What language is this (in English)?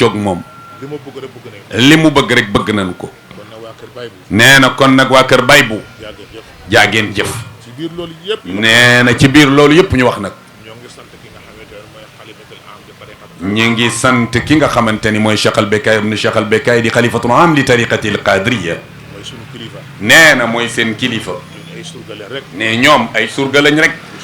Wolof